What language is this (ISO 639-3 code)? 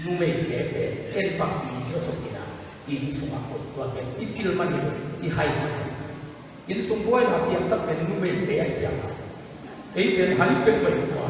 ctd